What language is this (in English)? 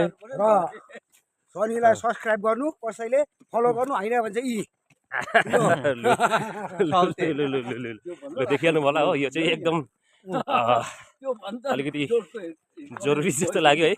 Nepali